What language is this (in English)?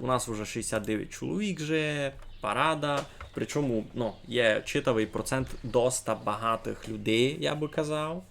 Rusyn